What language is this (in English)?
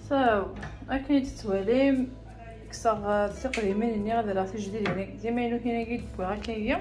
Kabyle